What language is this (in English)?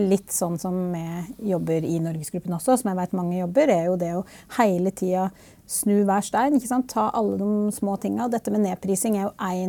Norwegian